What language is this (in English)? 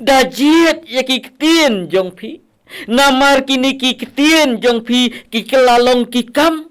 Khasi